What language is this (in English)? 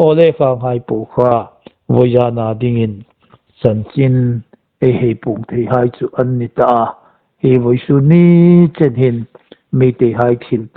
Hmar